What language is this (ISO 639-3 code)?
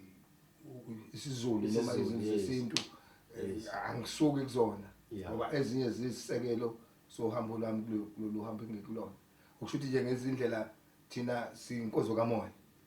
zul